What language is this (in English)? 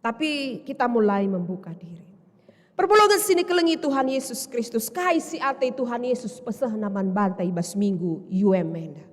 Batak Karo